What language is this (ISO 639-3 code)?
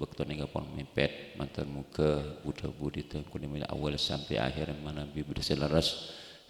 mad